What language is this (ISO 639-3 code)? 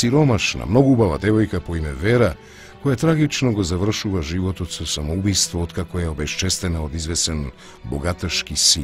mkd